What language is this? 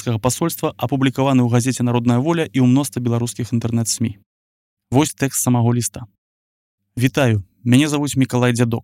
Belarusian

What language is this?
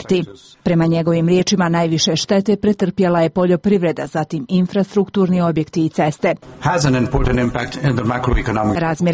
Croatian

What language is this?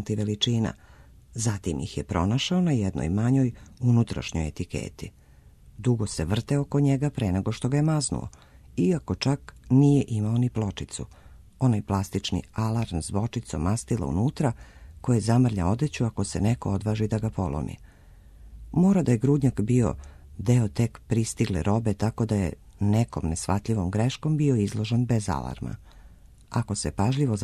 Serbian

